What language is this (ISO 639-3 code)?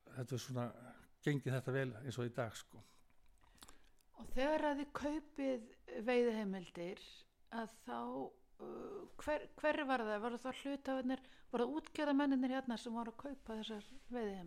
isl